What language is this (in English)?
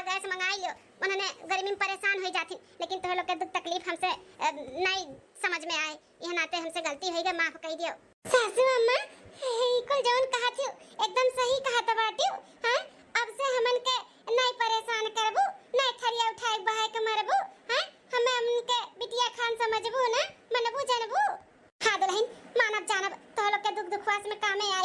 Awadhi